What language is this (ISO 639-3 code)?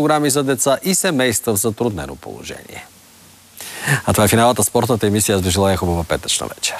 bul